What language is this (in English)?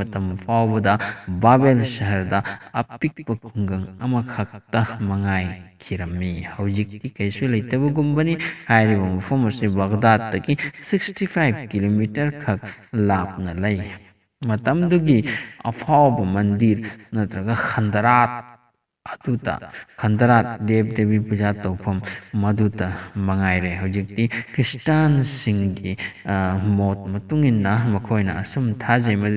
Manipuri